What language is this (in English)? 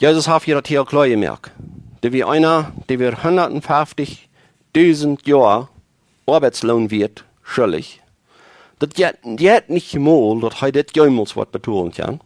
Plautdietsch